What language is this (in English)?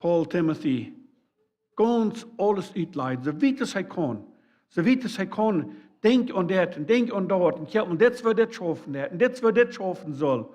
Plautdietsch